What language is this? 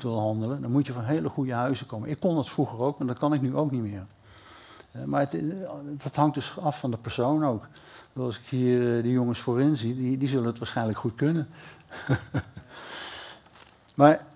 Dutch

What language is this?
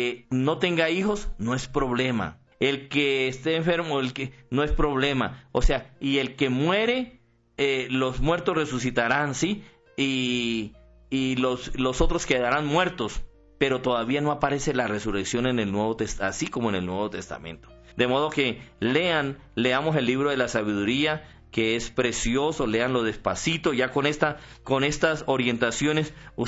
Spanish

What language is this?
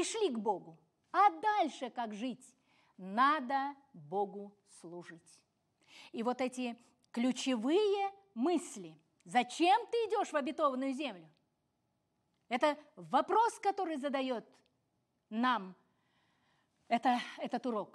Russian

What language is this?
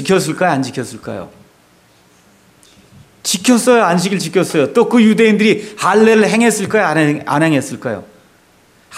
Korean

